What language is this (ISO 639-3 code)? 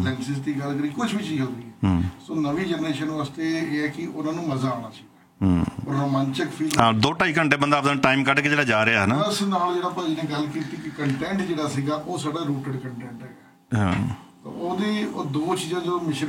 pan